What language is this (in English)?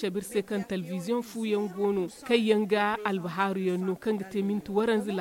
Zarma